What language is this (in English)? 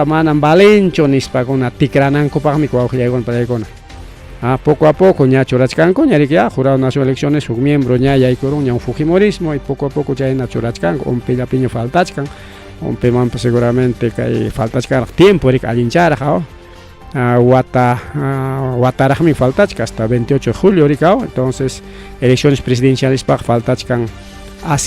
Ayacucho Quechua